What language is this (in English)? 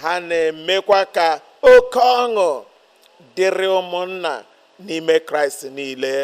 Igbo